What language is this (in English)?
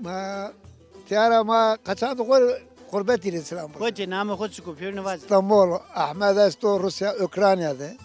Zaza